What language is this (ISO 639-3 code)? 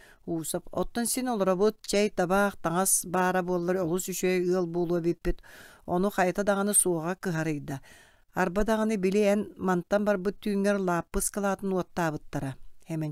sah